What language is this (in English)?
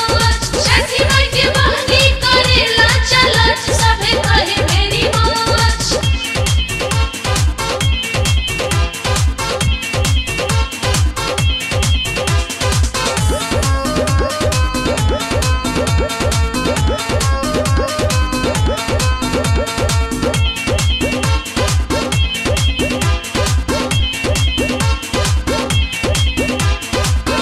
Bhojpuri